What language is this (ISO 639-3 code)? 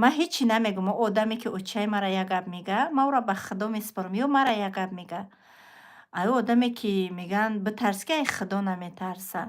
tgk